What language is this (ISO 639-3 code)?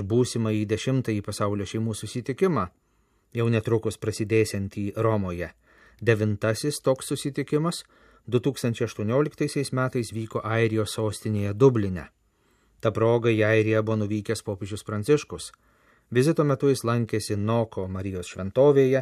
lit